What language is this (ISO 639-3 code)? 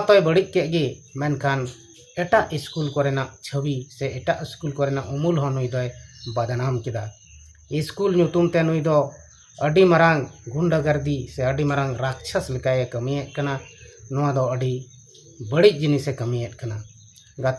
sat